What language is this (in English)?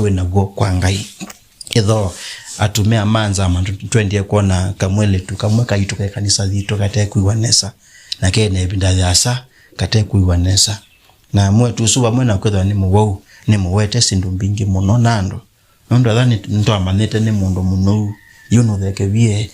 Kamba